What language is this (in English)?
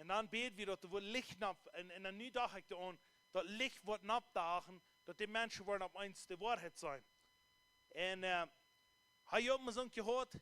Plautdietsch